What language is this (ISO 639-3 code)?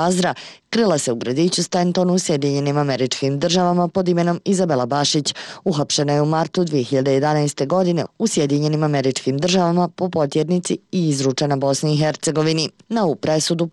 srp